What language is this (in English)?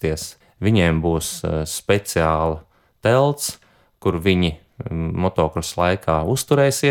Latvian